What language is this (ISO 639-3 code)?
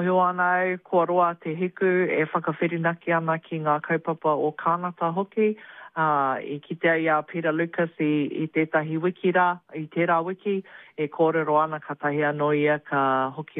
mri